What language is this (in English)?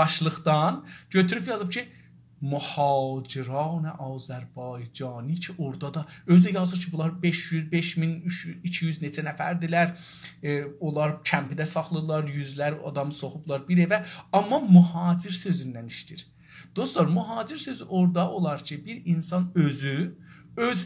South Azerbaijani